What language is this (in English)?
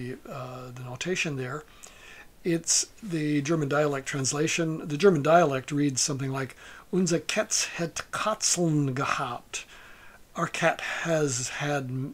English